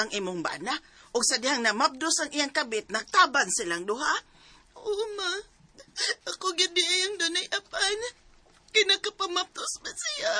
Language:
Cebuano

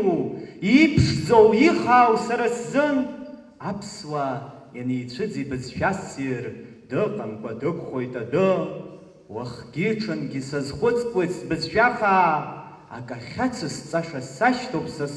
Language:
Abkhazian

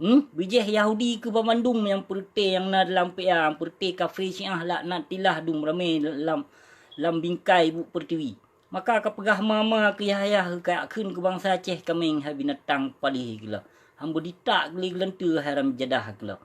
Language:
Achinese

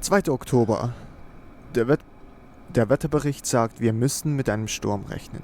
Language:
Swiss German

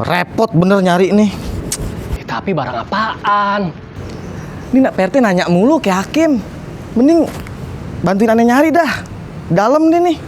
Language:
Betawi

